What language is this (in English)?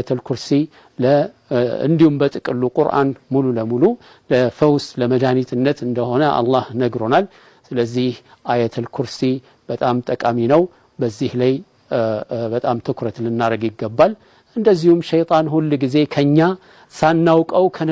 Amharic